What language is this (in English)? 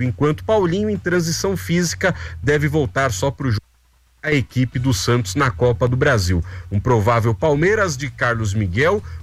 Portuguese